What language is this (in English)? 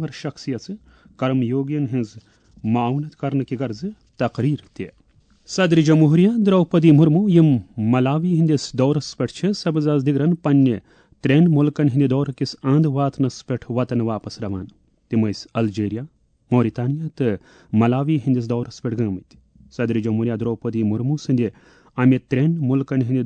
Kashmiri